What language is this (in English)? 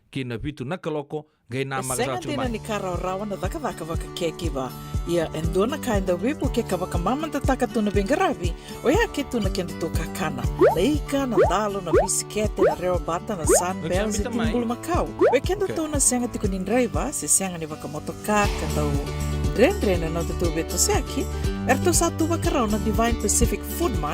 Fijian